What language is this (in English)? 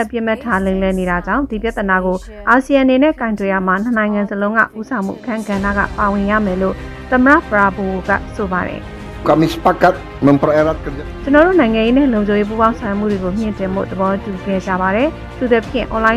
Burmese